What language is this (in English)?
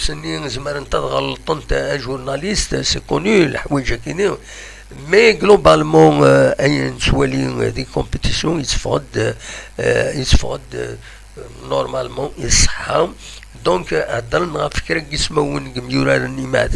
Kabyle